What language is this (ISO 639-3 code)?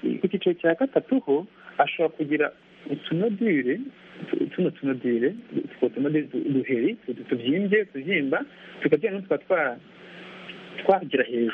kin